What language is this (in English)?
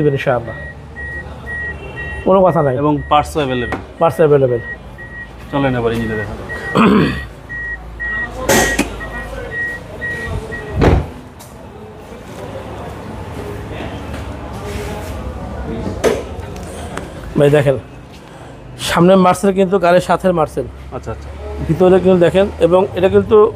Bangla